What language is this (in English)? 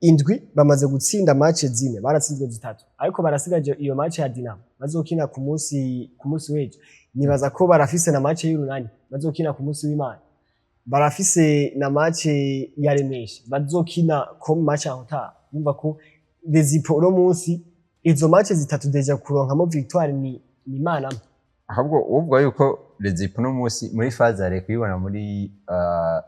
Rundi